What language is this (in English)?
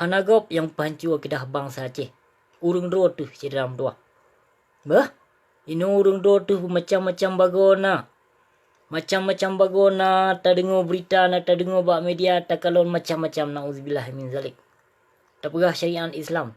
Achinese